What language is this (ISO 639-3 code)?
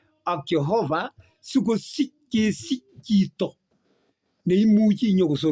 kln